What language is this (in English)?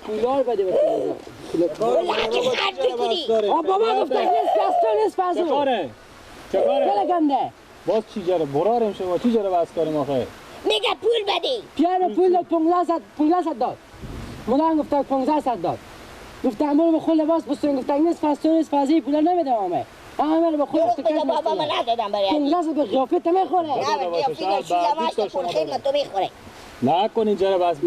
Persian